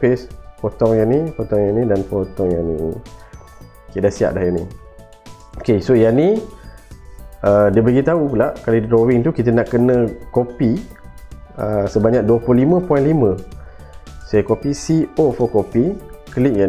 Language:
Malay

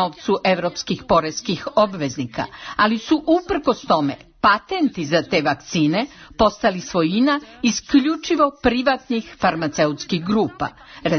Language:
Serbian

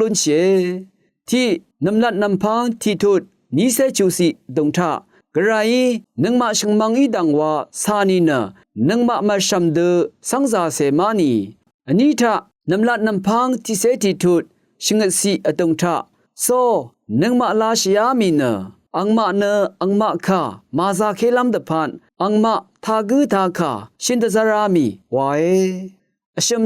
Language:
Rawang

